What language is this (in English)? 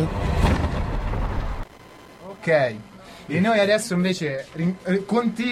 Italian